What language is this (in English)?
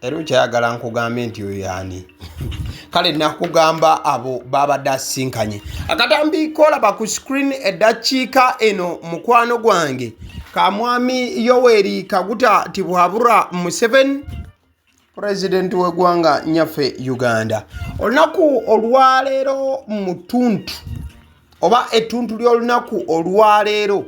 Ganda